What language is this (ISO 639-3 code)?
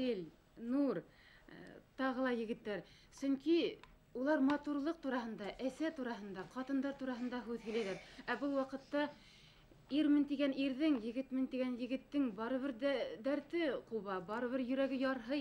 bak